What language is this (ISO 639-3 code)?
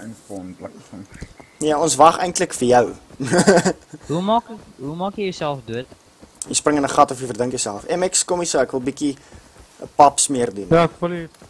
afr